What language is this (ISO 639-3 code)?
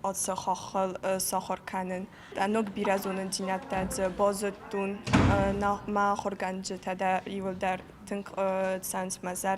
oss